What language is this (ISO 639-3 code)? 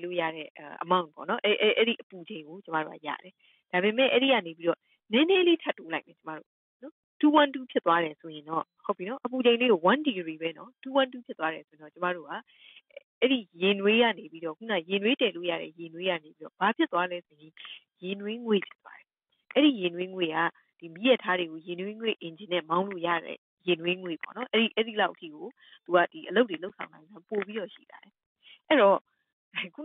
mya